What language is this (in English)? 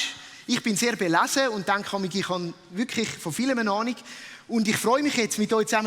Swiss German